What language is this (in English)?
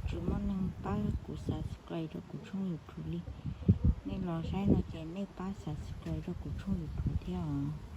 Hmong